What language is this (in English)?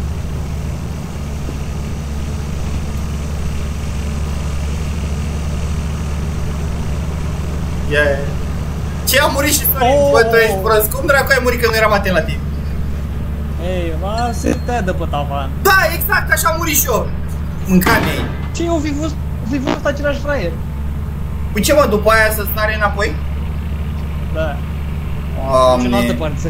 Romanian